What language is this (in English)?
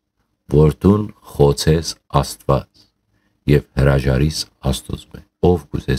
Western Armenian